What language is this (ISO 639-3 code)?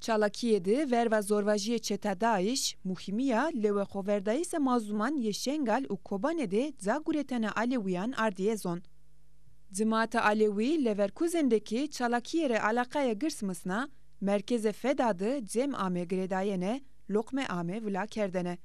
zza